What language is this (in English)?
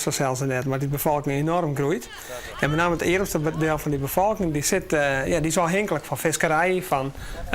Western Frisian